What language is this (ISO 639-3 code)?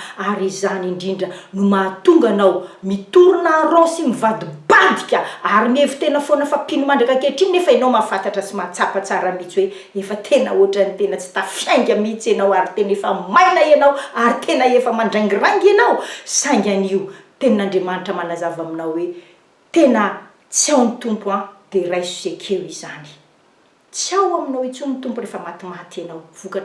mlg